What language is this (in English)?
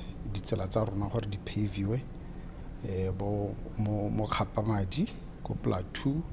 Tswana